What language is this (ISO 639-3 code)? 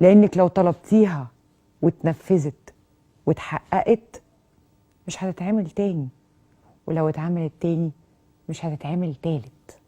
arz